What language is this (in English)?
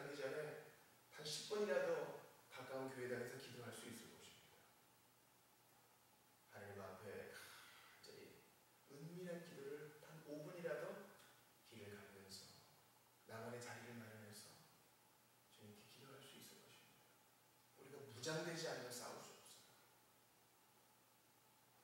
Korean